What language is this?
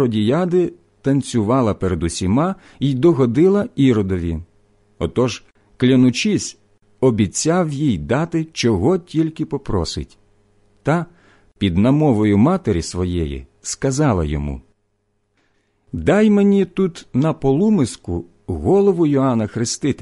Ukrainian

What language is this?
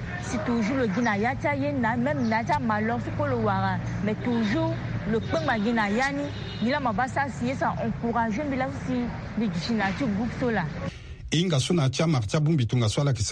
Sango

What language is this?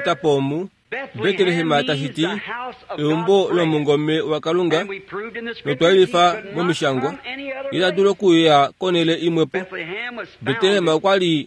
Kuanyama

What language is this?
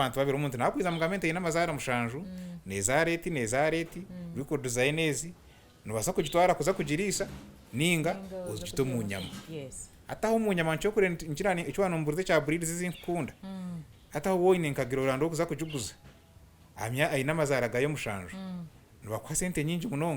Nyankole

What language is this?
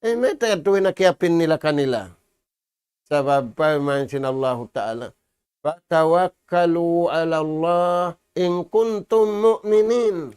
Tausug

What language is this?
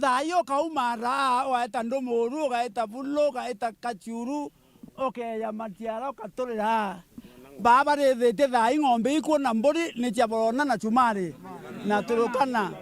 Meru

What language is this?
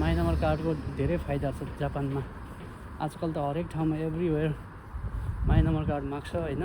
Nepali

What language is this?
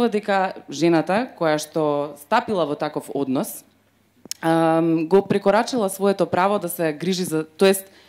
Macedonian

